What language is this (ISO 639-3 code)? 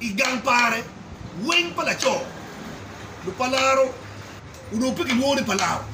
ach